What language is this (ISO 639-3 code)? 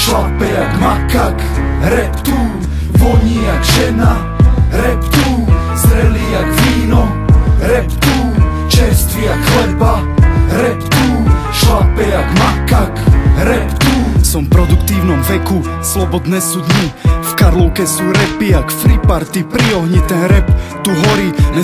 slk